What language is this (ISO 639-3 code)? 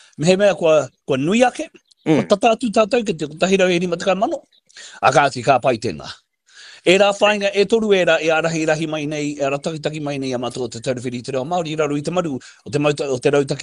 mri